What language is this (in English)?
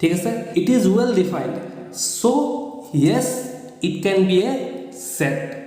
Assamese